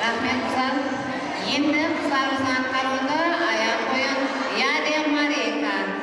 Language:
Kara-Kalpak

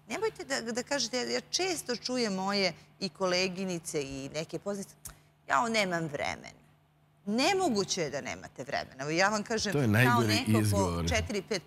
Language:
Serbian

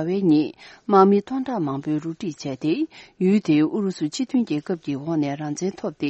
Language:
Tibetan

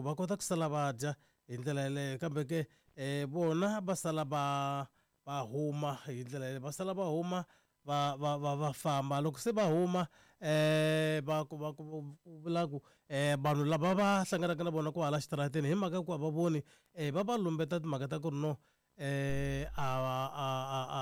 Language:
Tsonga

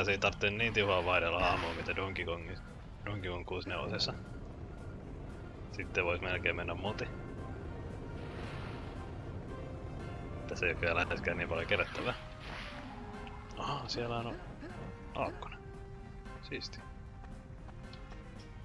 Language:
Finnish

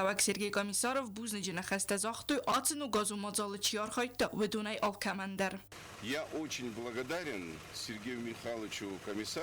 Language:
Ossetic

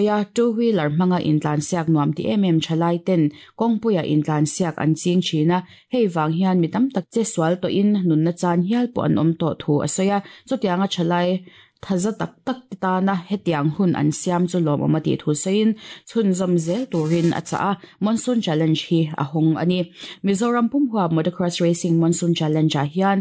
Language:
Mizo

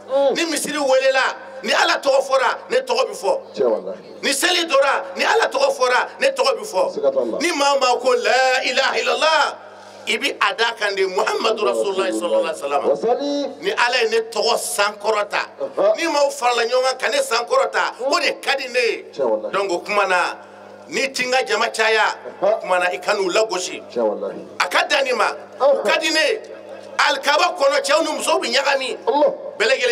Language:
Bambara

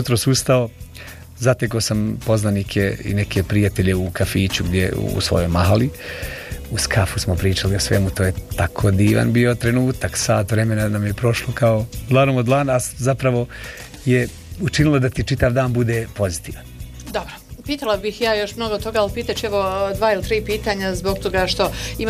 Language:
Bosnian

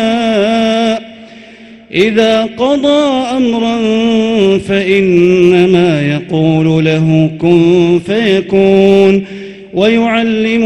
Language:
Arabic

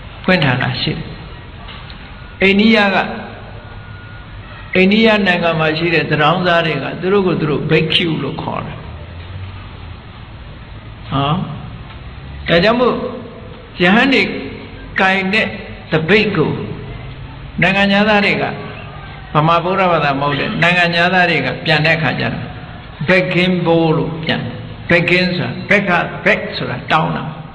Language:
Burmese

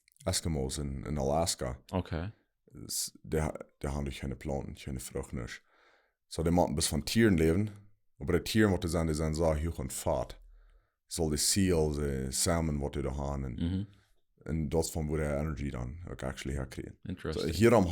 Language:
Plautdietsch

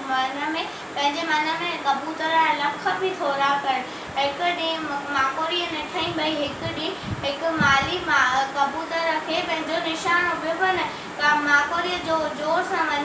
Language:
Sindhi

